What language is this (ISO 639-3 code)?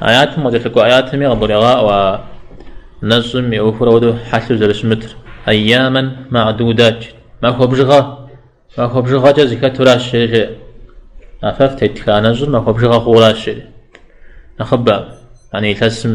kbd